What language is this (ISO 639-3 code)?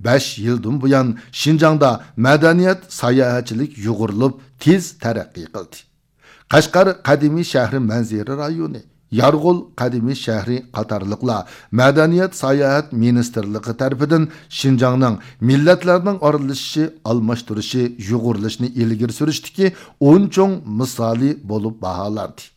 uig